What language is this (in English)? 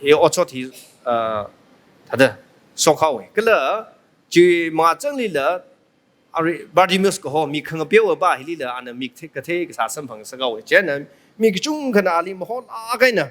Tangkhul Naga (India)